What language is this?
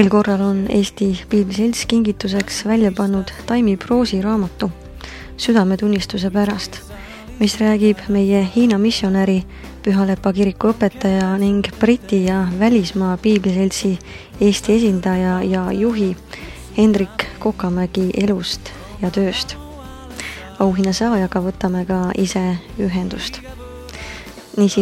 Estonian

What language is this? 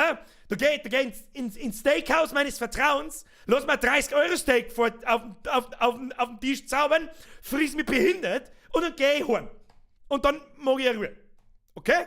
Bavarian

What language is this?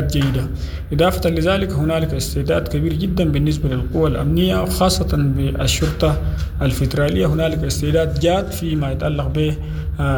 Sudanese Arabic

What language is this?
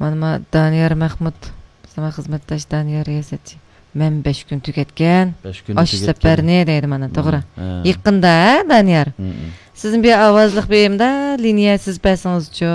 Uyghur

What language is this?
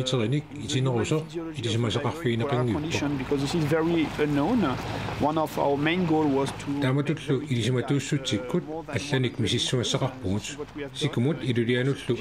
Kalaallisut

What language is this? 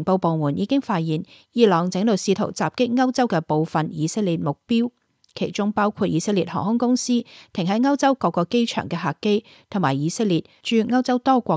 Cantonese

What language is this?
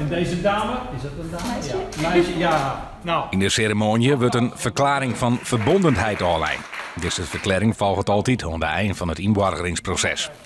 Western Frisian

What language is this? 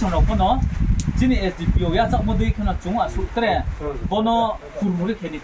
Riang (India)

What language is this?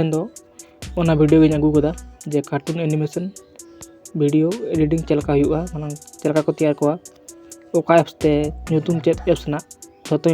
Santali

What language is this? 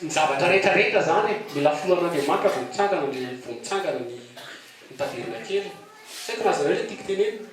Malagasy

